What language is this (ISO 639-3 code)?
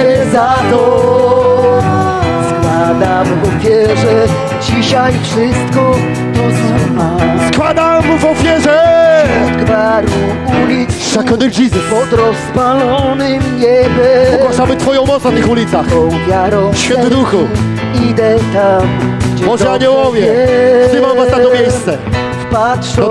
pol